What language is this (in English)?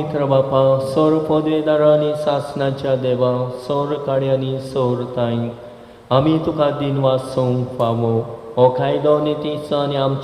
Konkani